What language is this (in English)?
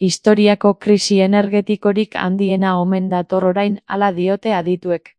Basque